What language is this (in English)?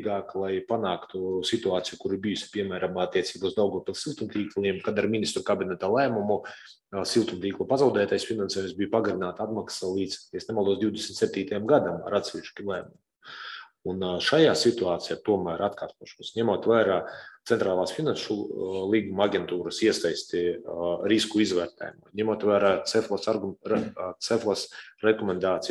Latvian